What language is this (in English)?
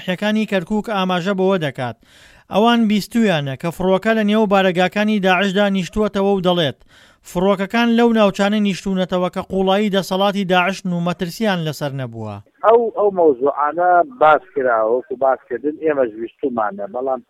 Central Kurdish